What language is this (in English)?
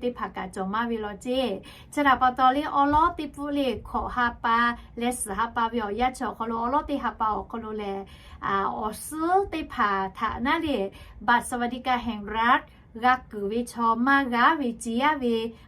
Lahu